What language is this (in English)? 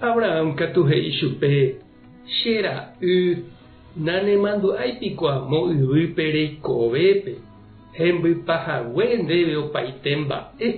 Guarani